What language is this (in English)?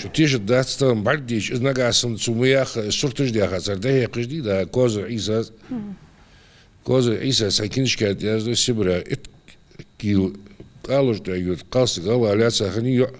Ingush